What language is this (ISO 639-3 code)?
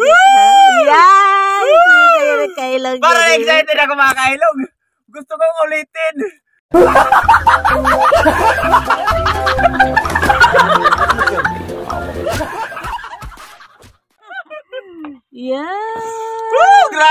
fil